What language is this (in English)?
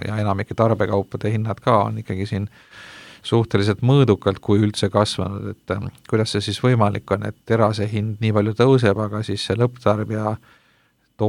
Estonian